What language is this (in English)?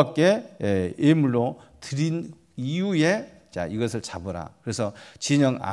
Korean